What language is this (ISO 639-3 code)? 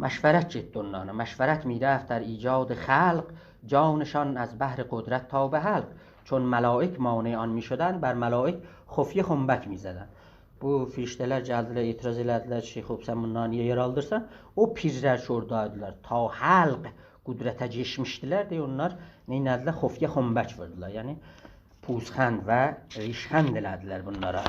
azb